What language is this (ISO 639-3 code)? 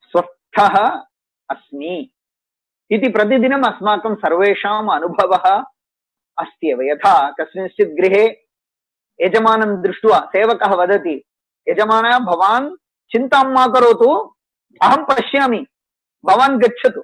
san